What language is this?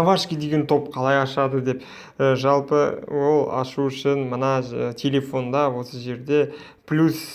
Kazakh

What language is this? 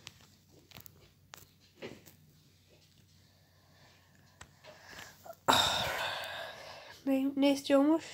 Turkish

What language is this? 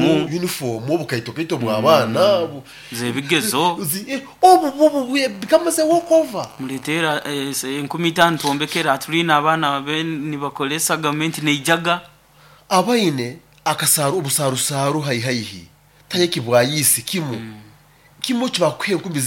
Nyoro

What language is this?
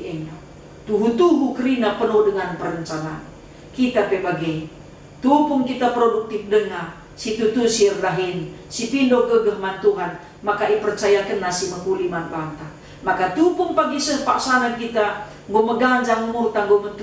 Batak Karo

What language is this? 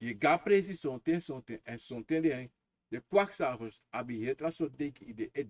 Sranan Tongo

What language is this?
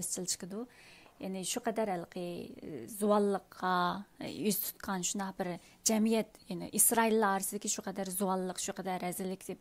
Uyghur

